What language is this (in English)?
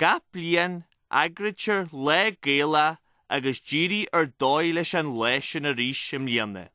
Irish